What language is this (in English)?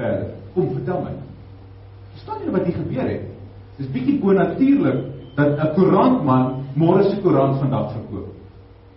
Afrikaans